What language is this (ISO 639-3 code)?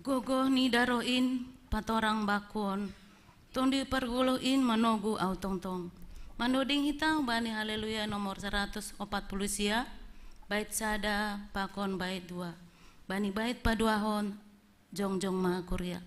bts